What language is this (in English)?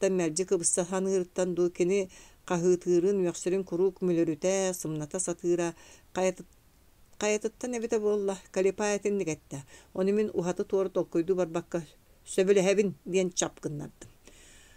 Yakut